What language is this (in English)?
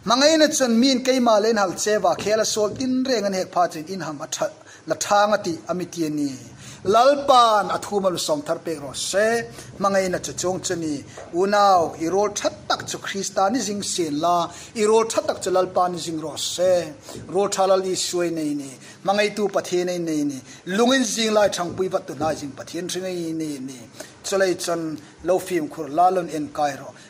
Hmar